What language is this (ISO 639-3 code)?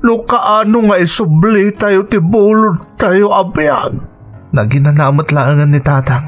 ilo